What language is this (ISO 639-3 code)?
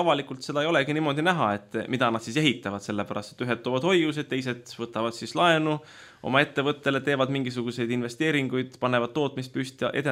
est